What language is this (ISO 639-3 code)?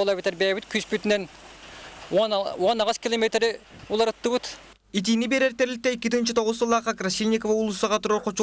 sah